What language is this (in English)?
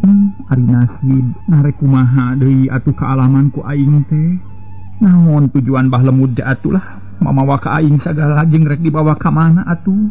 Sundanese